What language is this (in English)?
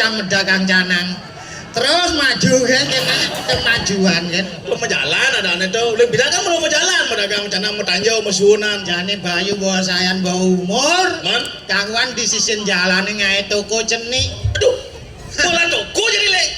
Balinese